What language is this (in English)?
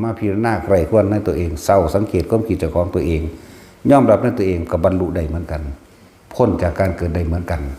Northeastern Thai